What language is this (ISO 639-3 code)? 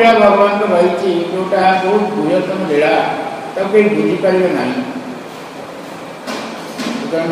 ori